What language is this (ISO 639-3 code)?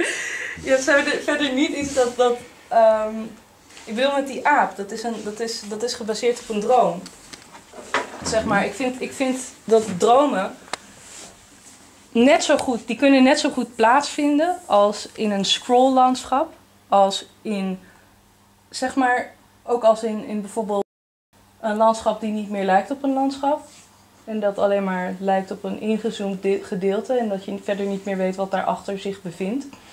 nld